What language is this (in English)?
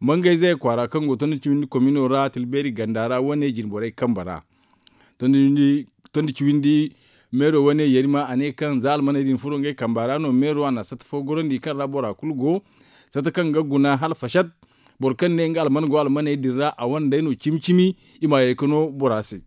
Zarma